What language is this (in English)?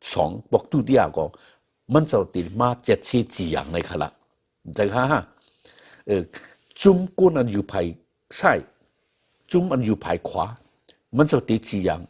Shan